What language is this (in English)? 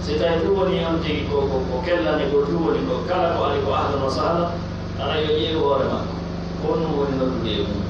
Pular